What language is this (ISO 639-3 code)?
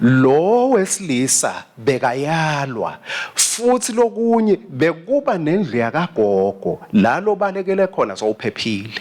ssw